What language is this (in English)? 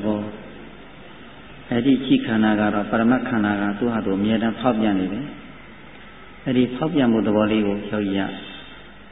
Burmese